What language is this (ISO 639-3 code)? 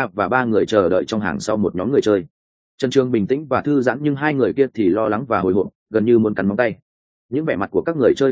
vie